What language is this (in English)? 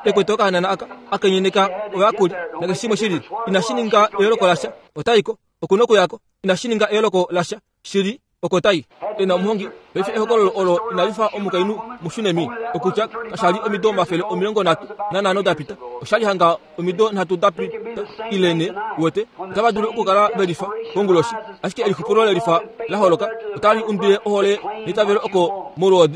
Kuanyama